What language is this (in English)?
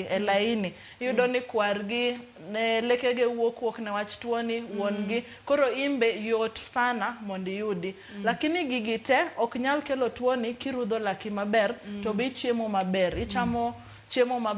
Luo (Kenya and Tanzania)